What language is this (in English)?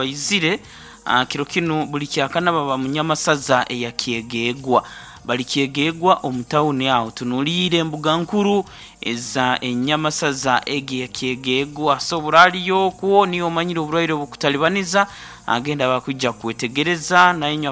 Nyoro